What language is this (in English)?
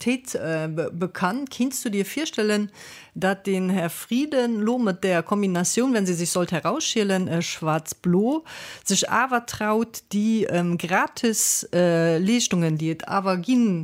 Luxembourgish